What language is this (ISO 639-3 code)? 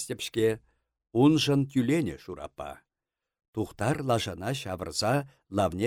chv